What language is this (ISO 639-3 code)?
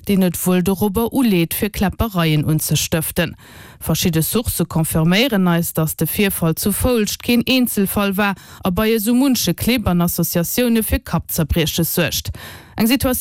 ltz